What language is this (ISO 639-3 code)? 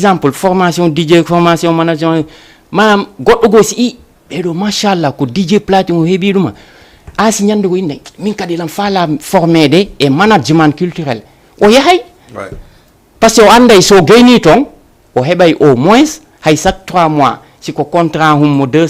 ful